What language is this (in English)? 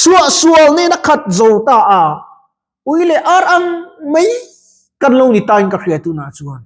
Mizo